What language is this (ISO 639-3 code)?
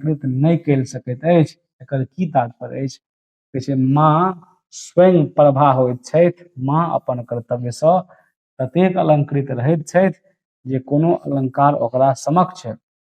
mai